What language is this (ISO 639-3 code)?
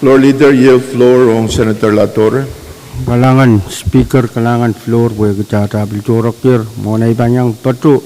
pon